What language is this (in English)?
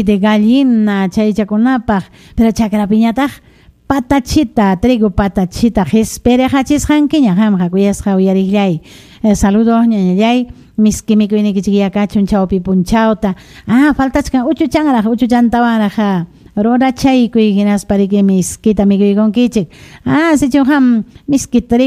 Ayacucho Quechua